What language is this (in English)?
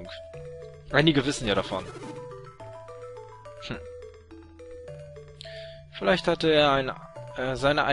German